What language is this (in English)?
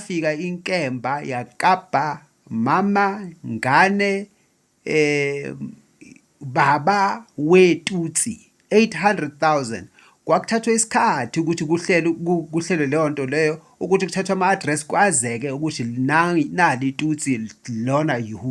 Zulu